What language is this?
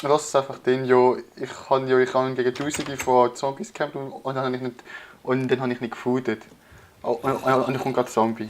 Swiss German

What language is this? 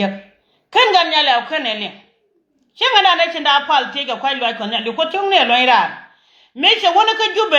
Nuer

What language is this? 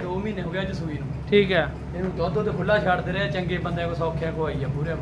Punjabi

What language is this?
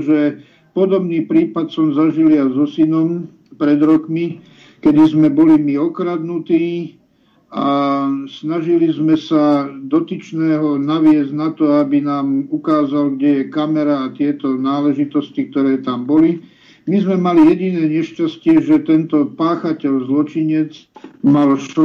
Slovak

